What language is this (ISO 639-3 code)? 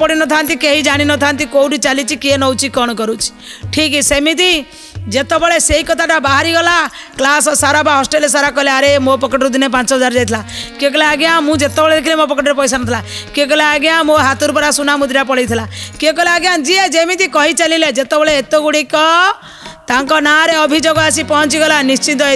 ori